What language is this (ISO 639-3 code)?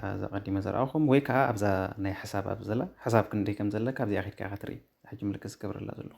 tir